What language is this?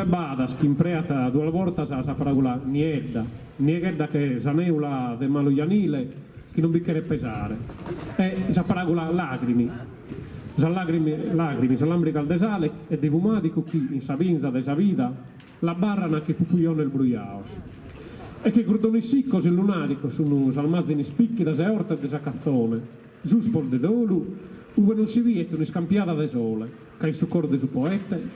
Sardinian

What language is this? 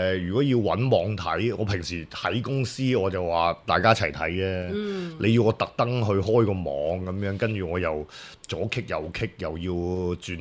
Cantonese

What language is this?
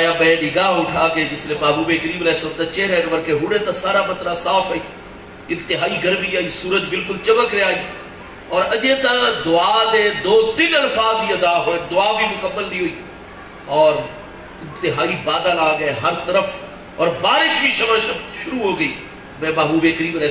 Saraiki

